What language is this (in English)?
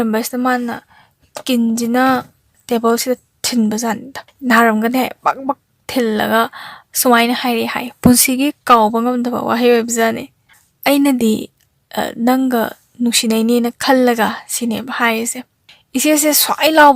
Manipuri